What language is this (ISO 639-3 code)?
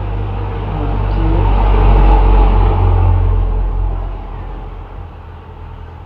lao